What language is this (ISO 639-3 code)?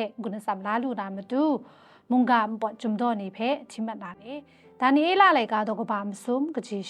kac